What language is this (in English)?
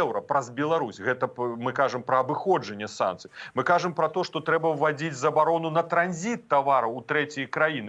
Belarusian